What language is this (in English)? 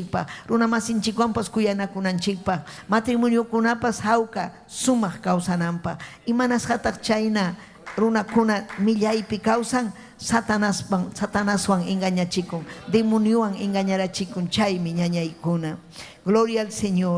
Ayacucho Quechua